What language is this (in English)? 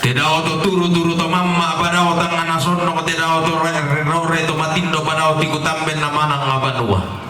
Toraja-Sa'dan